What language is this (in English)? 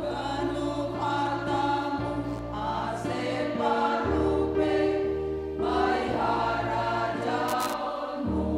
Batak Simalungun